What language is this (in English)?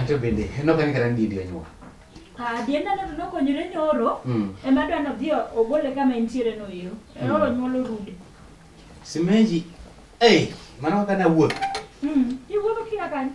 Luo (Kenya and Tanzania)